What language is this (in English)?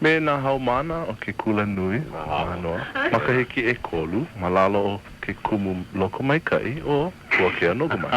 Hawaiian